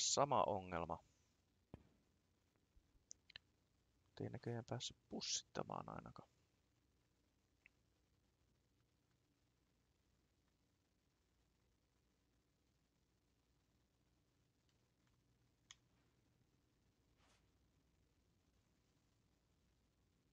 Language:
Finnish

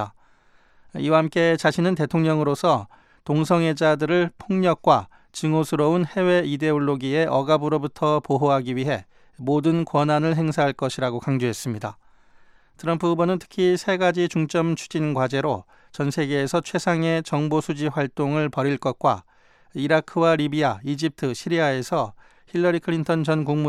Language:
Korean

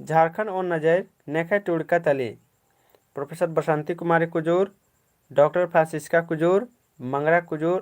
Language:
Kurukh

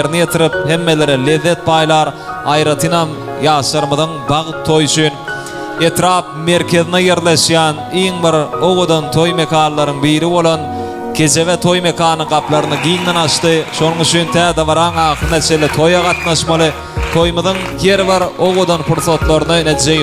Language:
Turkmen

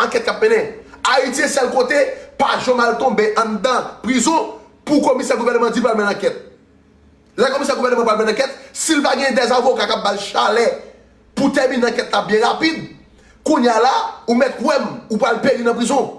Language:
Haitian Creole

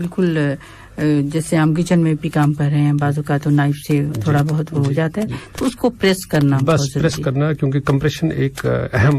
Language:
Urdu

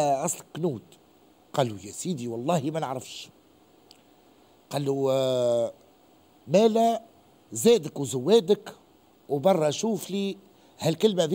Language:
Tunisian Arabic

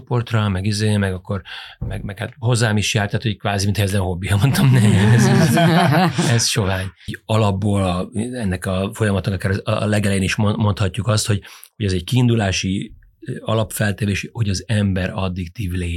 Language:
Hungarian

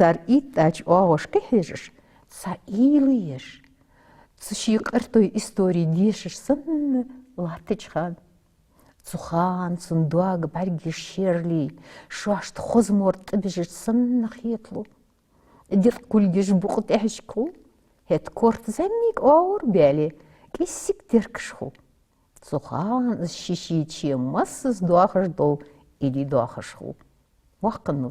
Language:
Ingush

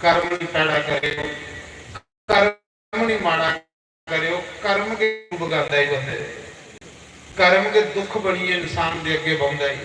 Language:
Dogri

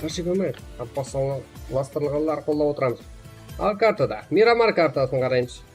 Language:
Kara-Kalpak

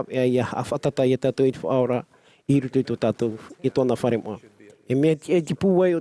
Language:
Tahitian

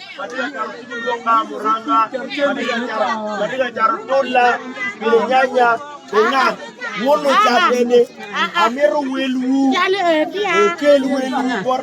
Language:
Acoli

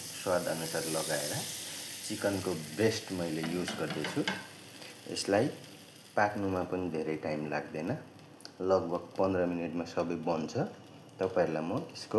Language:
Nepali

